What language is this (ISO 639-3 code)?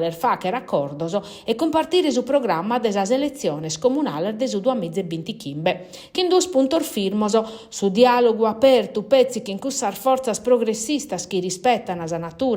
srd